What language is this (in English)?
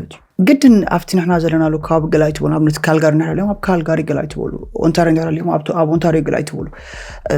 Tigrinya